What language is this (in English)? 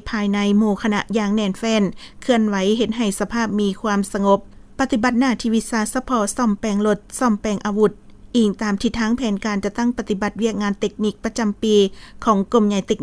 Lao